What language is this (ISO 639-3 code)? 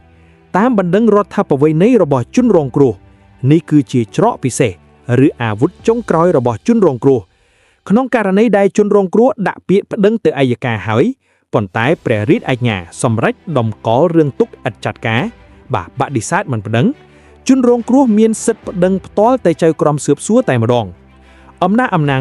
khm